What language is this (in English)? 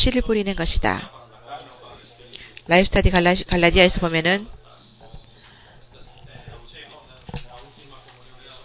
Korean